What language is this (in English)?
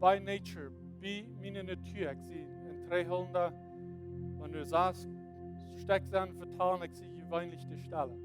Plautdietsch